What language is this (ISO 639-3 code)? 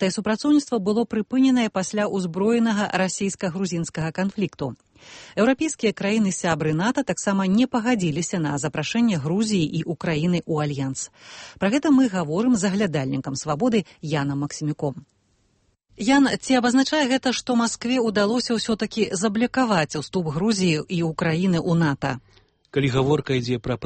bel